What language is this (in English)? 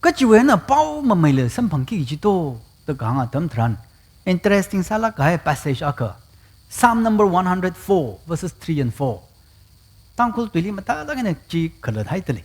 Tangkhul Naga (India)